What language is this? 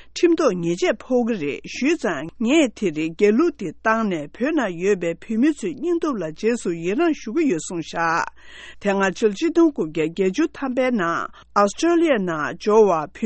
Tibetan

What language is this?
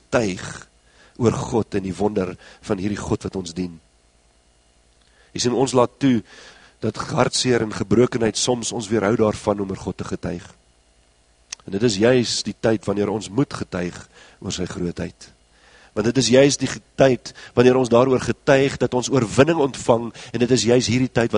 Afrikaans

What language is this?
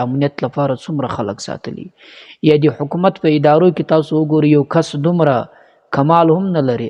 Pashto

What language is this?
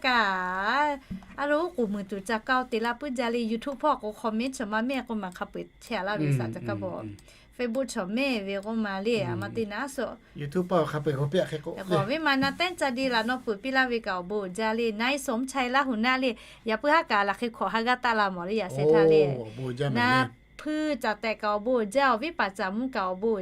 Lahu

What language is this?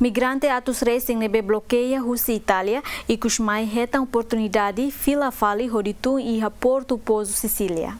Tetum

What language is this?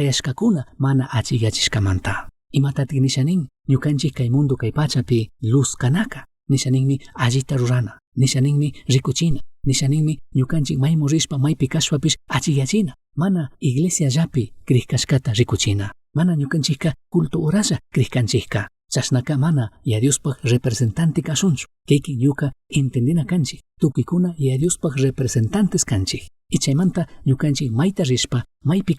Chimborazo Highland Quichua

